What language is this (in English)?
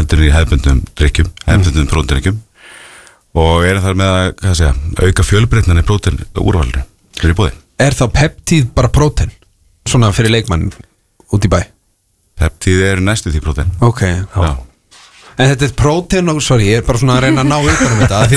Icelandic